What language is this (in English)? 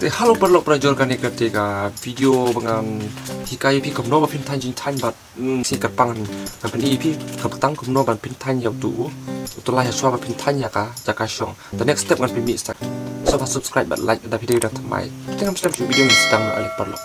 Khasi